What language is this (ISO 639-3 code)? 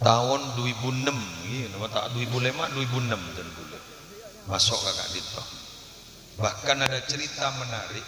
mad